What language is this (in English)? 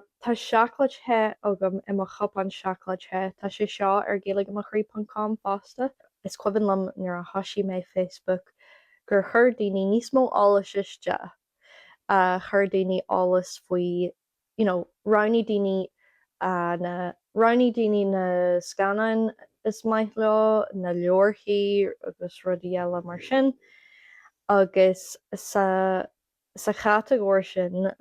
Irish